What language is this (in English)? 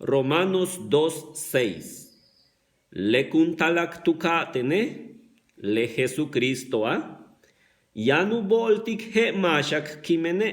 Yucateco